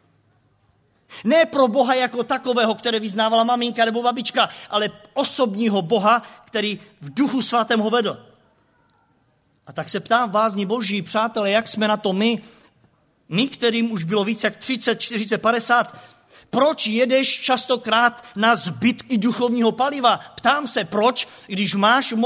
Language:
Czech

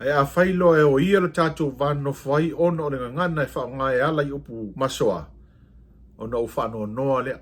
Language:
Samoan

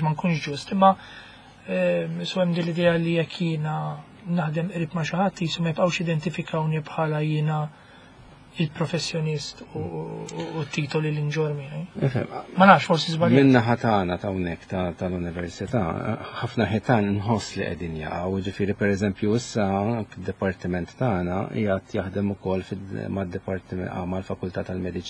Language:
Maltese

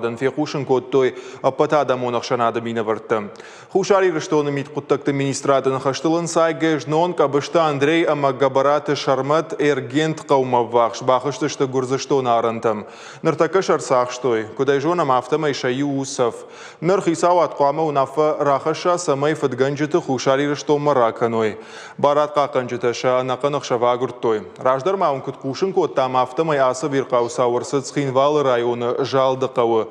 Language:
Ossetic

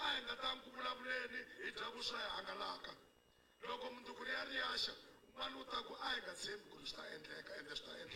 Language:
Tsonga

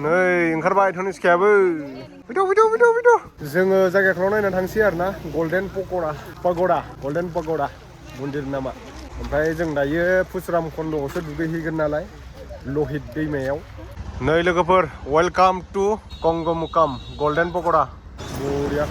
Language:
Bodo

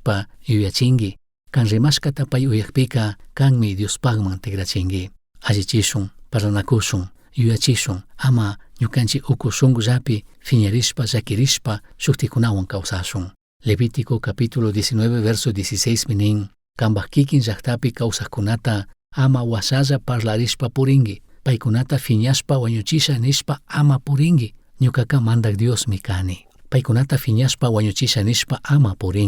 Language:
Chimborazo Highland Quichua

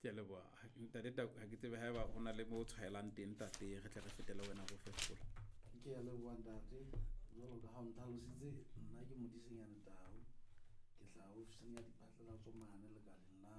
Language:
Southern Sotho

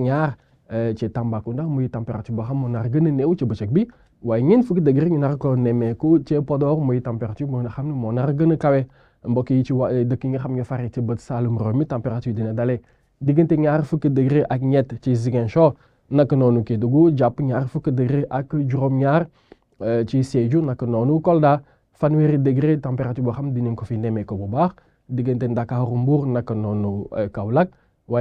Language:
Wolof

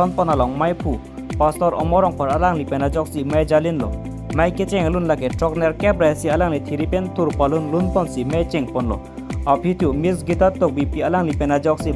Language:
Karbi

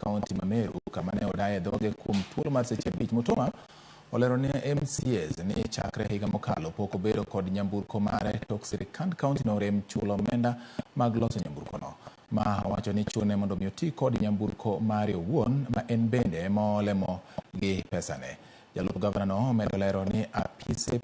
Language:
Luo (Kenya and Tanzania)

